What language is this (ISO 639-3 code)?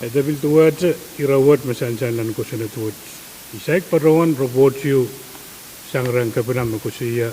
pon